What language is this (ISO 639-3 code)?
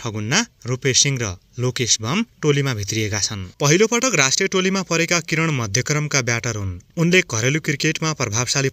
nep